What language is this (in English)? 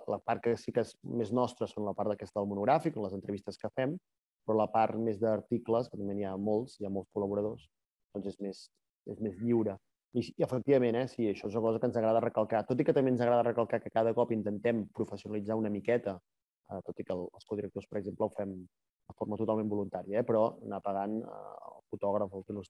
Catalan